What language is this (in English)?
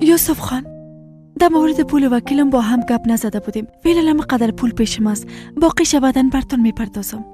Persian